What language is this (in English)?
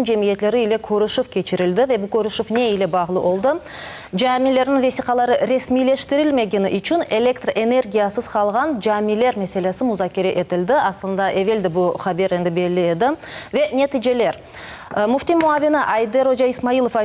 Crimean Tatar